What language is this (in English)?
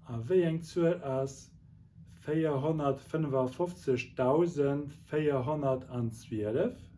Luxembourgish